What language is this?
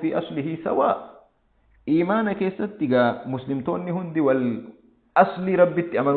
Oromo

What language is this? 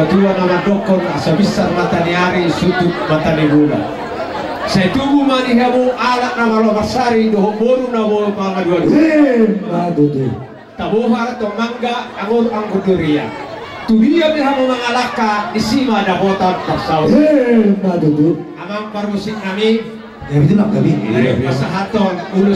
Batak Toba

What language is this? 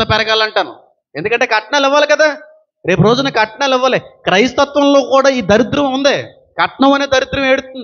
Telugu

